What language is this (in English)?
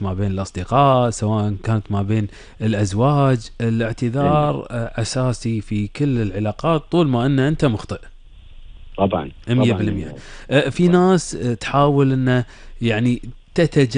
Gulf Arabic